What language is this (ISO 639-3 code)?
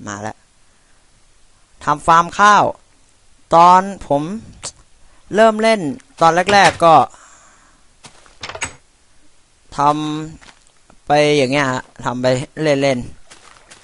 tha